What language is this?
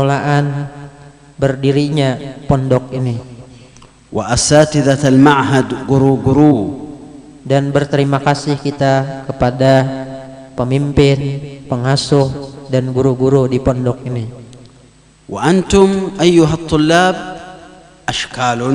Banjar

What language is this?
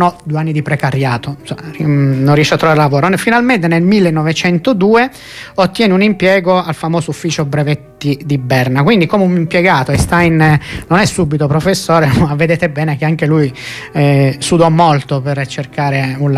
Italian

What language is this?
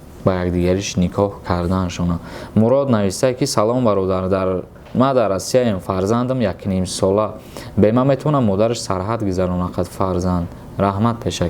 Tajik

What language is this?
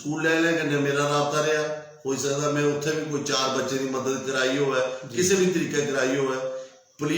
Dogri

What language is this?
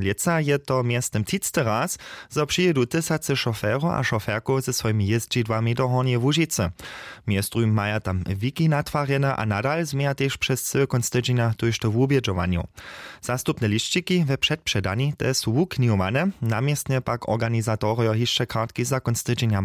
Upper Sorbian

